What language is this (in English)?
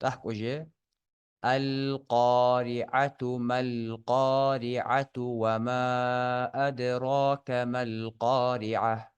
Ingush